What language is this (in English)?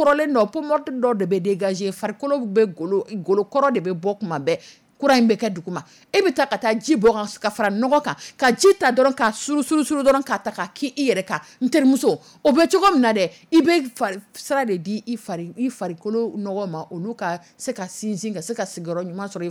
Dyula